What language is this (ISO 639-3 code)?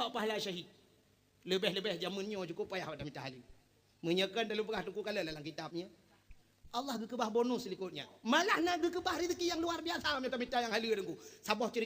ace